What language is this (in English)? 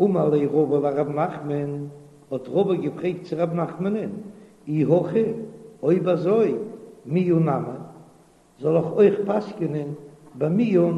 Yiddish